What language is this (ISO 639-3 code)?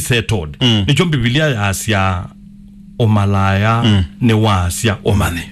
kam